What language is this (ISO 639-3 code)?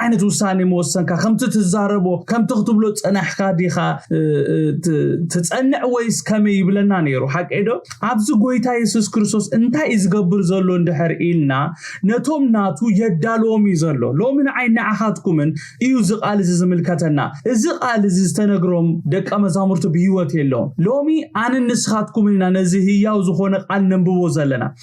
tir